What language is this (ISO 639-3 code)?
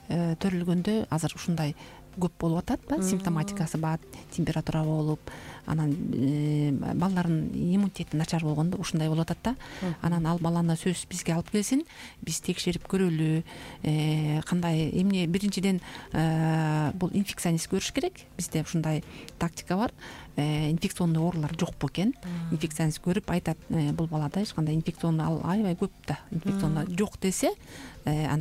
kir